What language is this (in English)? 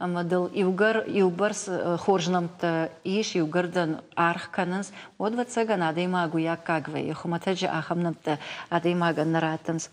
Ossetic